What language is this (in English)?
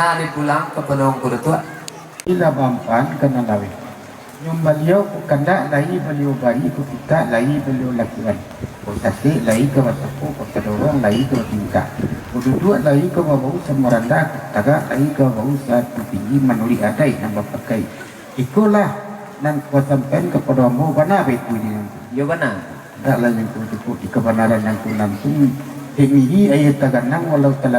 Minangkabau